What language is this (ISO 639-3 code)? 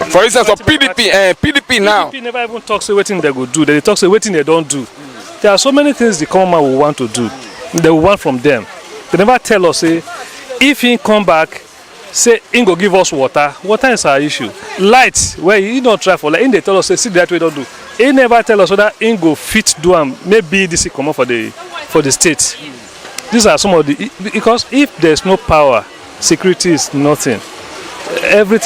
pcm